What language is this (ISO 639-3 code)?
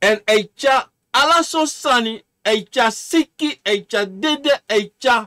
srn